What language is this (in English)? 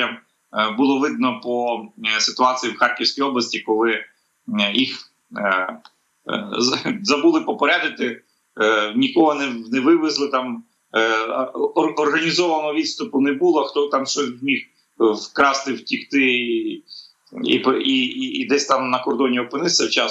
Ukrainian